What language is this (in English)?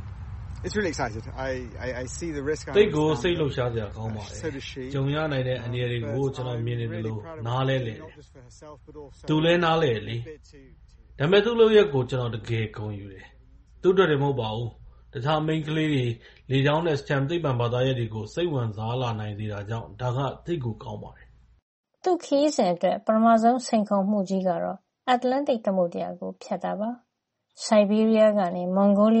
Burmese